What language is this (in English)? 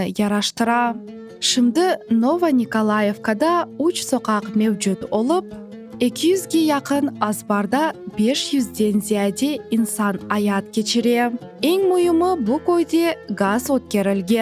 Crimean Tatar